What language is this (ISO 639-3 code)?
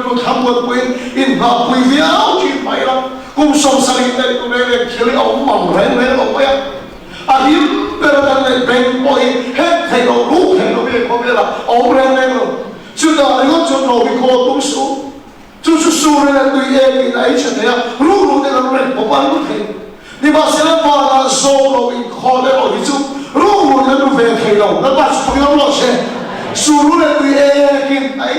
lus